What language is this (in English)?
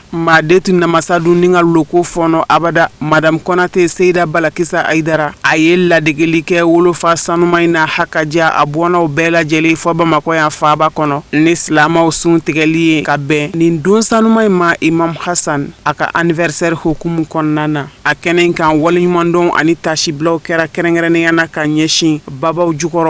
Bambara